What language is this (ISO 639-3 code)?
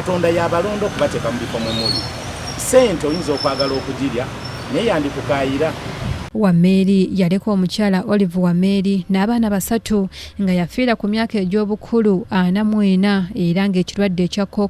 lug